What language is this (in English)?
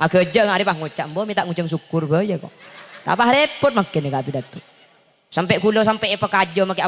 Madurese